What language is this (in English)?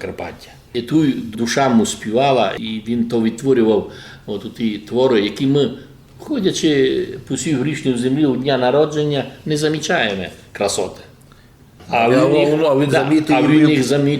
Rusyn